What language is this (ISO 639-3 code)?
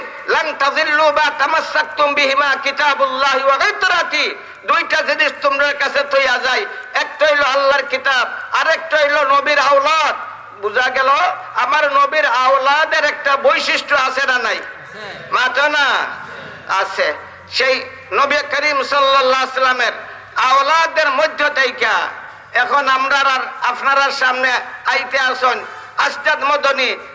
syl